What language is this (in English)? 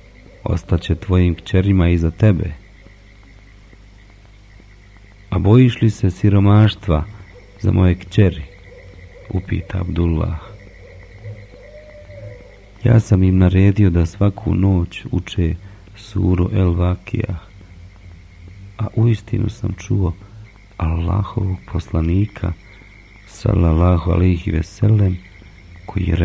Bosnian